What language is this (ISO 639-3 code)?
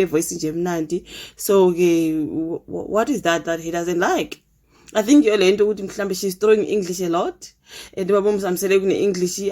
zul